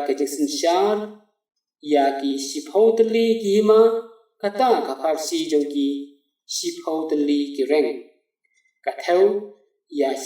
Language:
Khasi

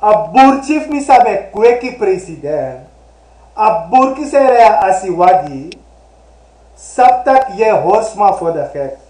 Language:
Sranan Tongo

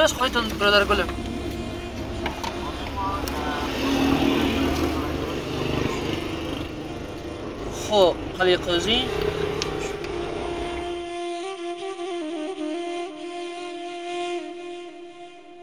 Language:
Persian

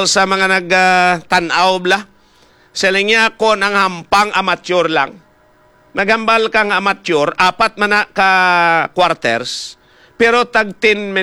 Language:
Hiligaynon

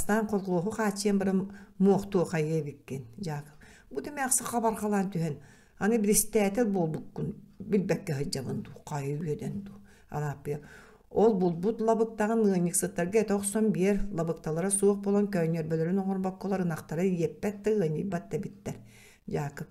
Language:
Yakut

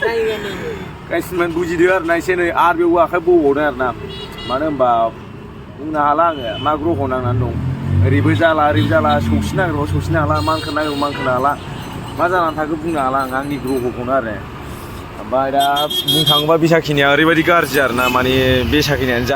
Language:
Bodo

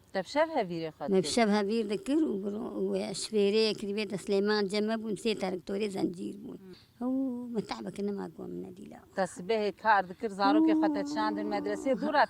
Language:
Kurdish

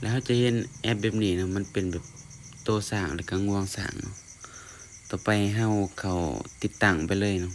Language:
Lao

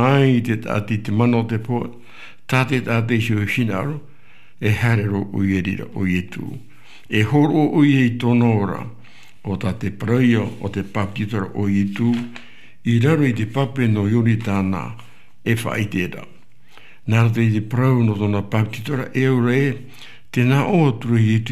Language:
Tahitian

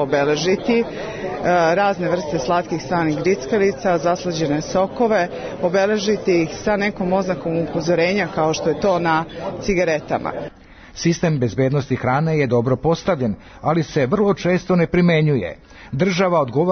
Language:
Serbian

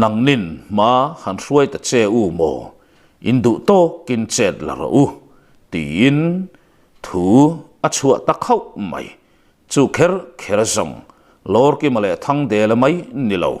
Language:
Mizo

